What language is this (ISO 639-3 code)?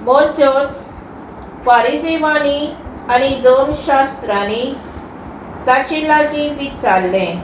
kok